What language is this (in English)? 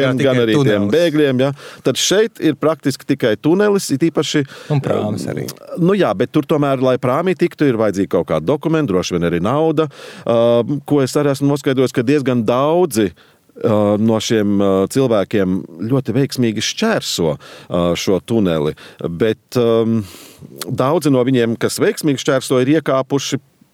Latvian